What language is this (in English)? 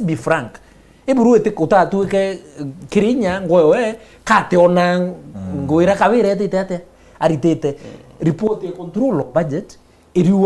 Meru